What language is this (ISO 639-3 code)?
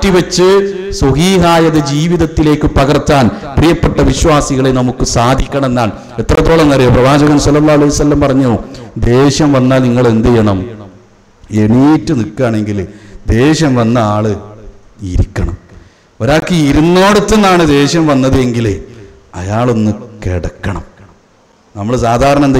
mal